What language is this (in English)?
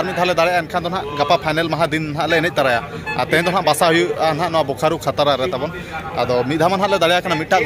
Santali